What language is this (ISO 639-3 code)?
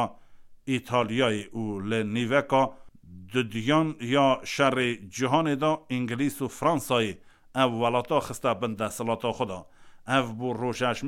kur